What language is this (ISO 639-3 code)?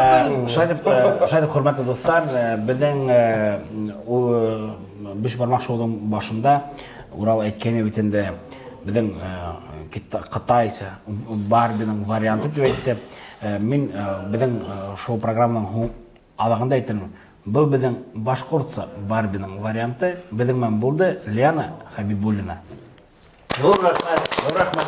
bak